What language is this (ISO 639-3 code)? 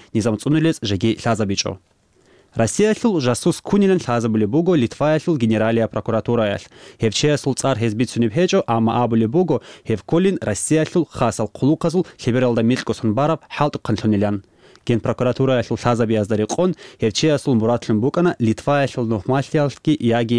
ava